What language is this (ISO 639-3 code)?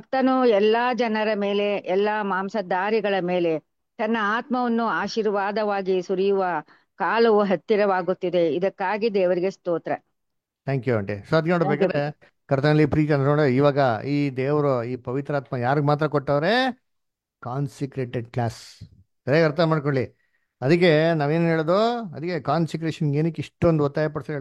kan